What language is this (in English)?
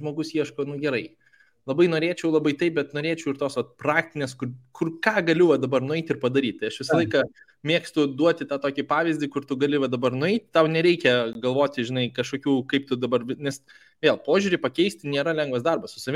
Lithuanian